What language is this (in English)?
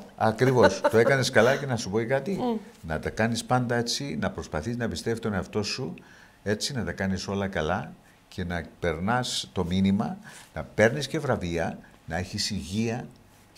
Greek